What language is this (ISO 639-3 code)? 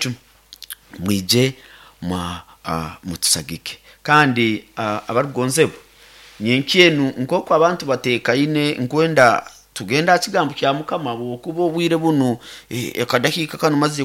nyo